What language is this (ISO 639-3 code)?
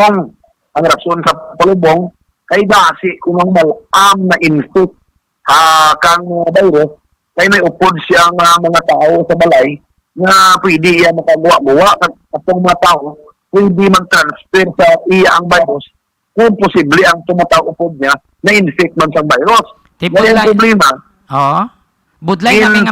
hil